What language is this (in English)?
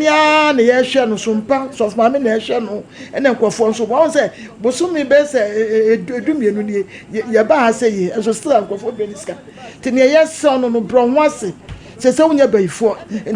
Akan